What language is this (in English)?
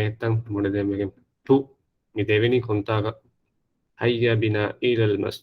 Divehi